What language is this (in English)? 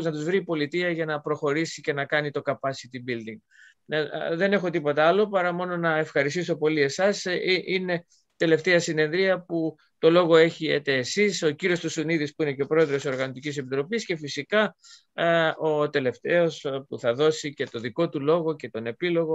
Greek